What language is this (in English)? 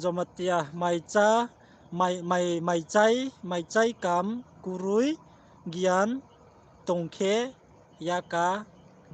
Riang (India)